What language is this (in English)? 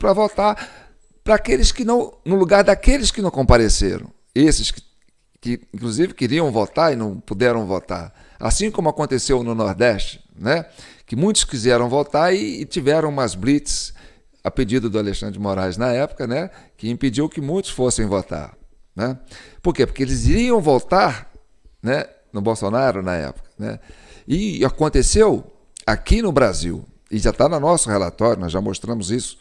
Portuguese